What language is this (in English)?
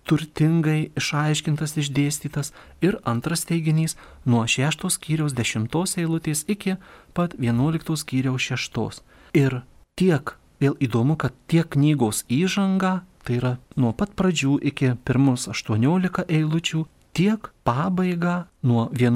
Lithuanian